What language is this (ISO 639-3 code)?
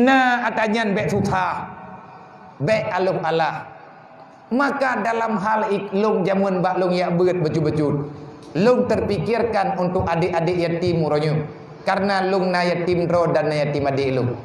ace